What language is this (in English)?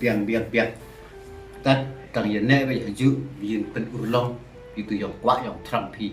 Khasi